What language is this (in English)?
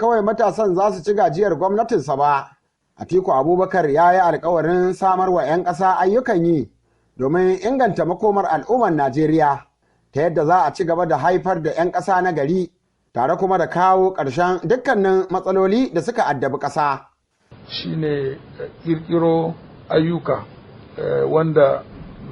Hausa